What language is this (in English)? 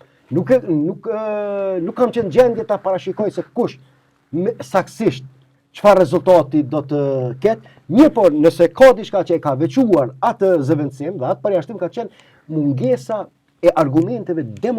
Albanian